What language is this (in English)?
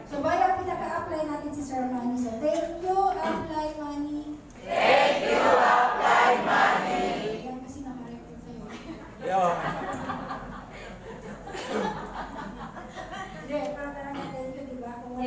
Filipino